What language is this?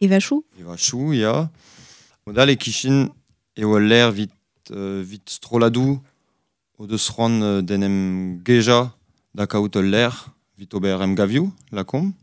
Breton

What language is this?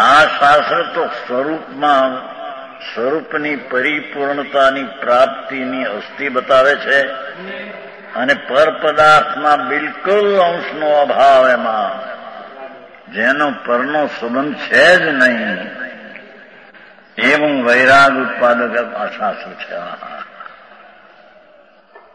Gujarati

